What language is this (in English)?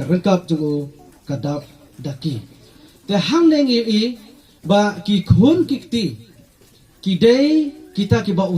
Khasi